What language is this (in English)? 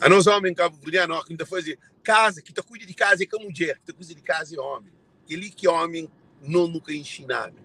Kabuverdianu